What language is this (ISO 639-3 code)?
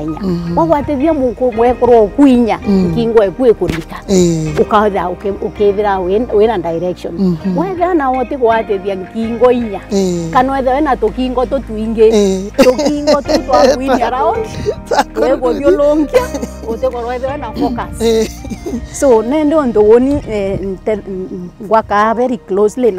mer